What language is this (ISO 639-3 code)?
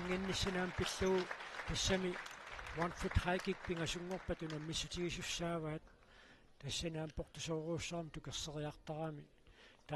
kal